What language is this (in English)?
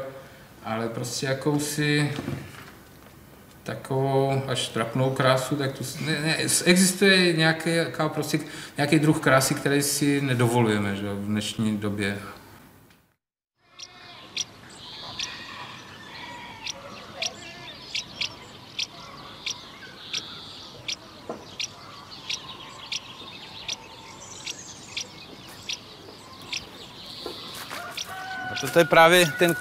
Czech